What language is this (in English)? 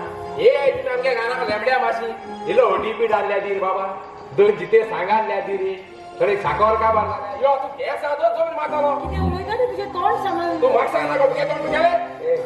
Konkani